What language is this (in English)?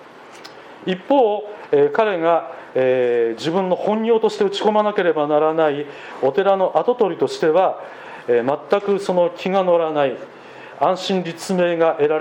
Japanese